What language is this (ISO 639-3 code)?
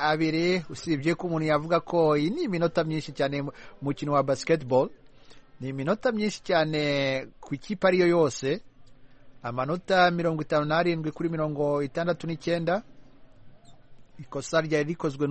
kin